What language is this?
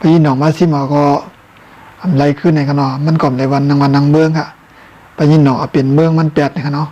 Shan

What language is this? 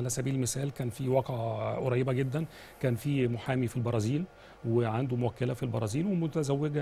Egyptian Arabic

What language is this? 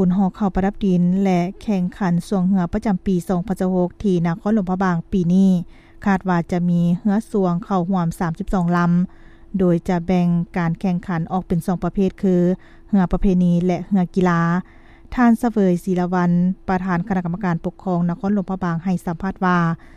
Lao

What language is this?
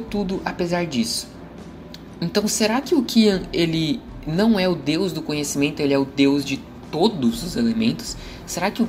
Portuguese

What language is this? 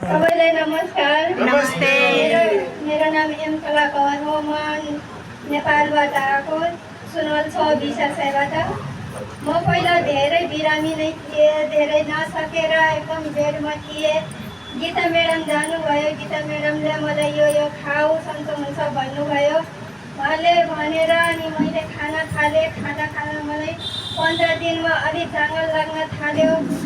Nepali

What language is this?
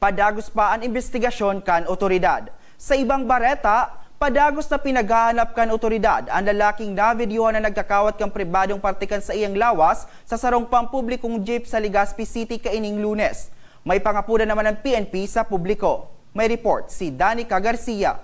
Bikol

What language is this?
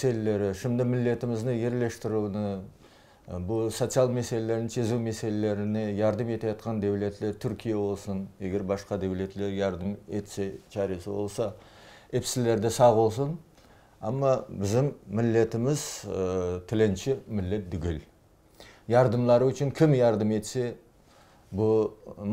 Crimean Tatar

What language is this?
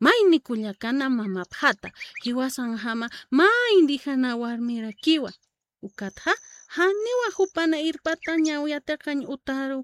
Aymara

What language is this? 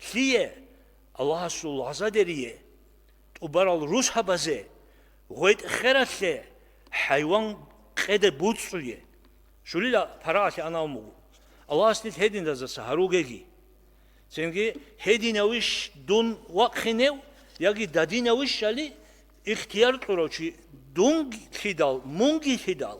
Avaric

